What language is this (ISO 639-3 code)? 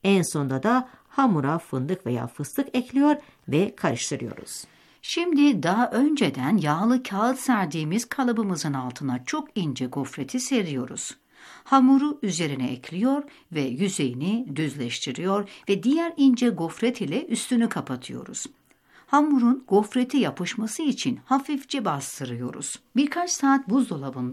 tur